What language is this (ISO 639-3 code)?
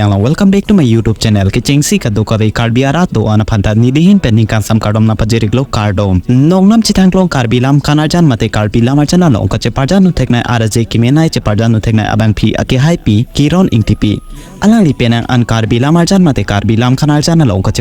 mjw